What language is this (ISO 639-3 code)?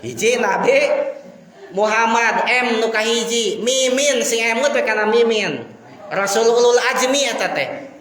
sun